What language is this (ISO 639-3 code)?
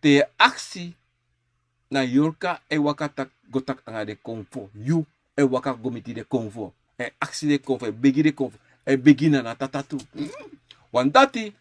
srn